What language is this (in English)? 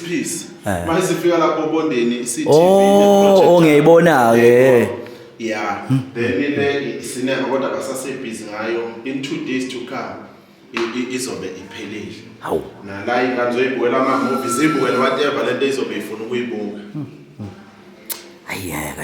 Zulu